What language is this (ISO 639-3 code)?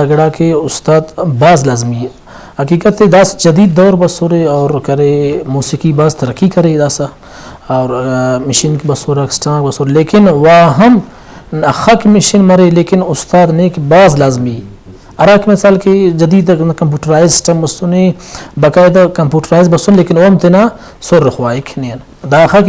brh